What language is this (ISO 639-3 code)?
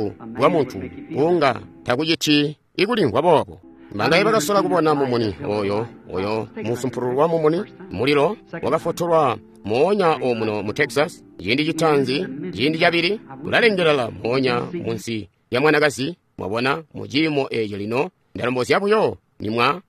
toi